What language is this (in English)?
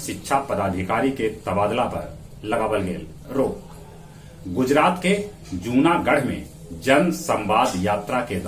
Magahi